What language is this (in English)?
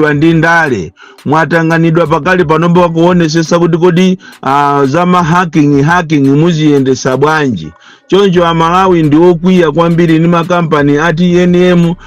Nyanja